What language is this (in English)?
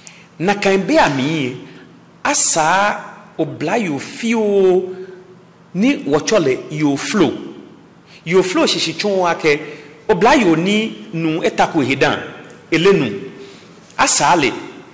Ga